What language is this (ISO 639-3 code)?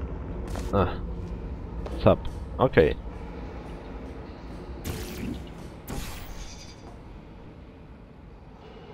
deu